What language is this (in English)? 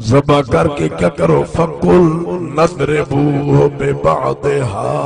Saraiki